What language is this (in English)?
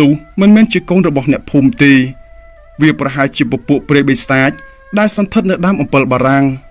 Khmer